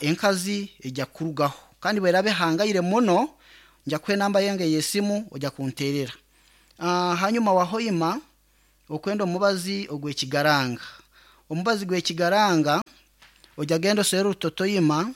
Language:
Nyankole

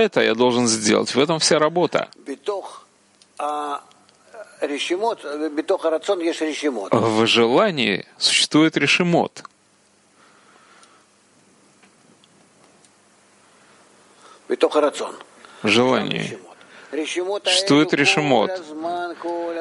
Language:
Russian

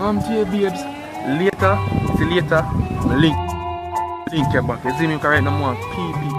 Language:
Jamaican Creole English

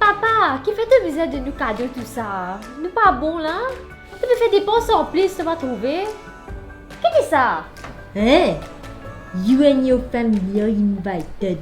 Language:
Morisyen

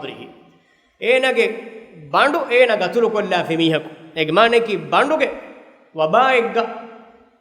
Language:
Divehi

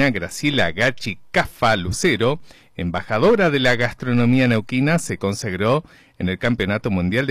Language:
Spanish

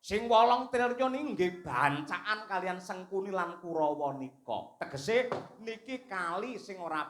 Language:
Javanese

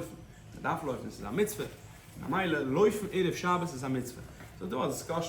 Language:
Yiddish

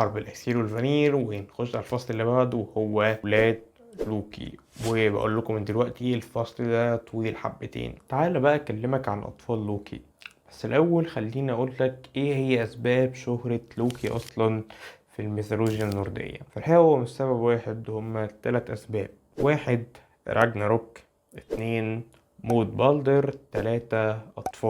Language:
Egyptian Arabic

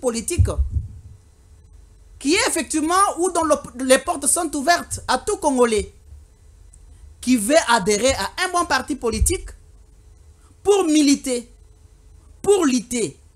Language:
French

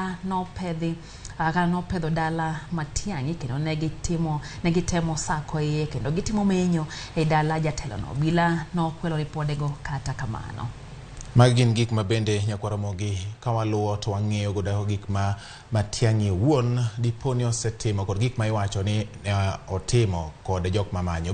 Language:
Luo (Kenya and Tanzania)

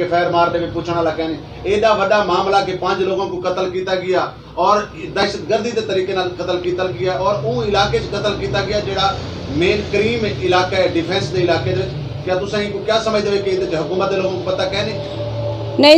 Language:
Saraiki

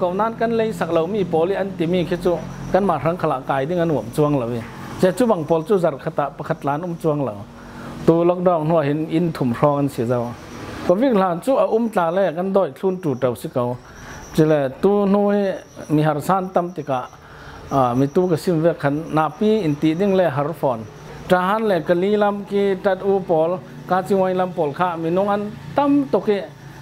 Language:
Falam Chin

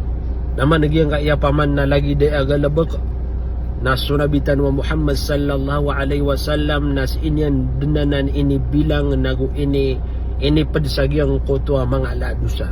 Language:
Maranao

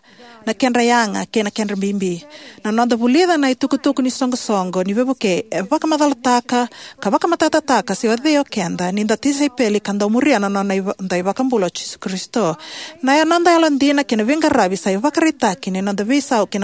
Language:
Fijian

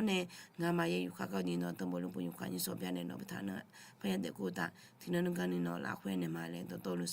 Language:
Akha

